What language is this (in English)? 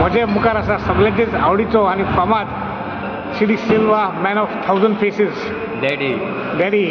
Konkani